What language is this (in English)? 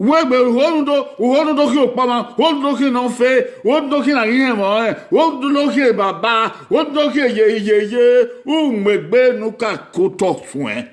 Bini